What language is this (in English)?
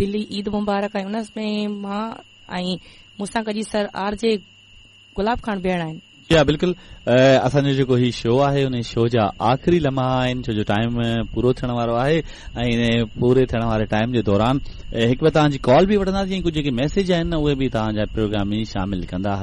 Sindhi